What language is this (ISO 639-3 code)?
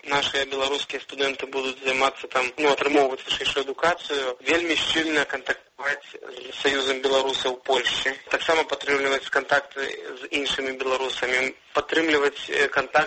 bel